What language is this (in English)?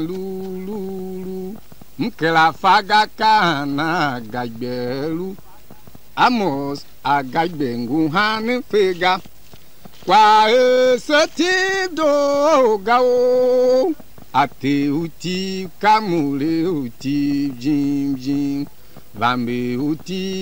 Tiv